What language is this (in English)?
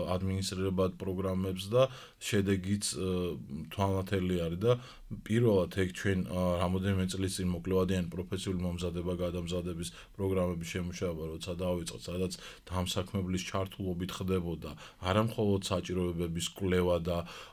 Georgian